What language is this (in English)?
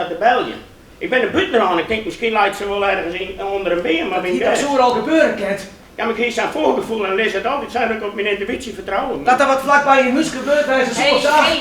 Western Frisian